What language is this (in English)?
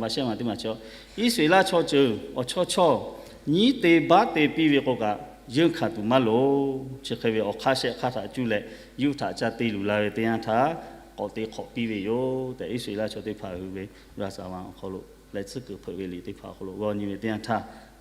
Lahu